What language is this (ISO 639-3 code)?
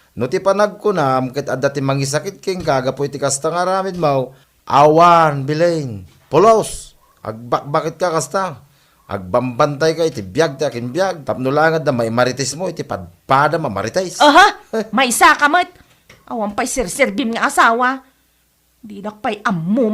ilo